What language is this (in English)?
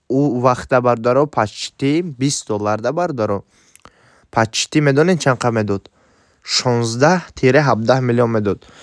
Tajik